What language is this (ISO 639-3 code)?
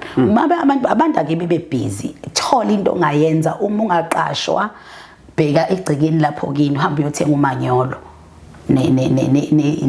zul